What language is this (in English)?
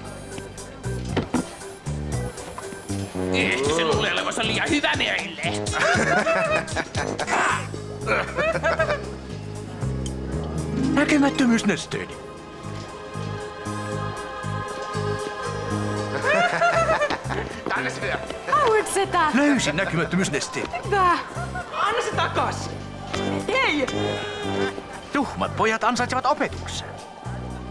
Finnish